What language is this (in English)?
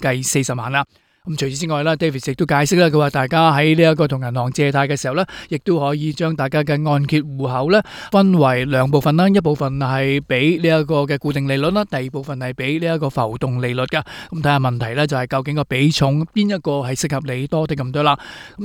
Cantonese